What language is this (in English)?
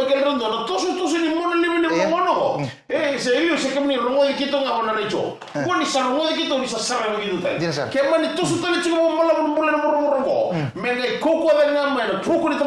Fijian